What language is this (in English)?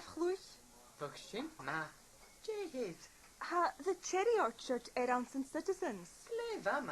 Scottish Gaelic